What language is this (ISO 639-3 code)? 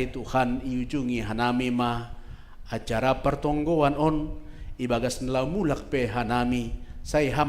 bts